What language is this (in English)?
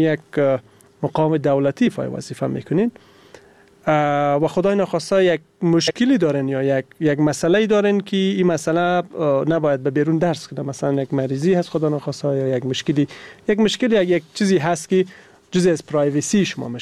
Persian